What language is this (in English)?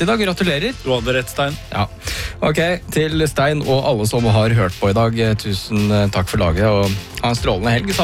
Norwegian